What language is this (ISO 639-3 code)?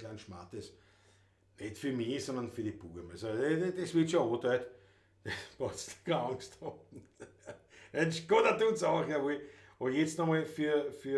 bar